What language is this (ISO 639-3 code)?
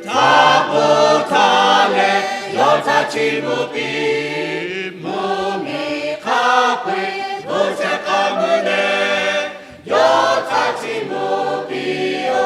lhu